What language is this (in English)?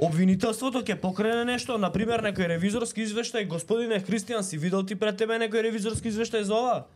Macedonian